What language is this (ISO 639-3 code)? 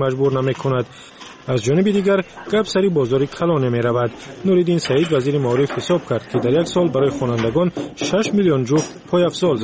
fas